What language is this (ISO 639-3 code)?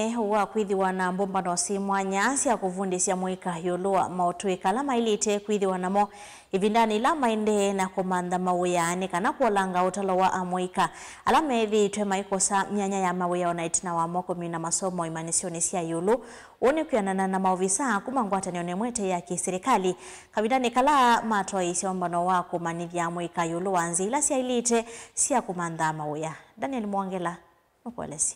kam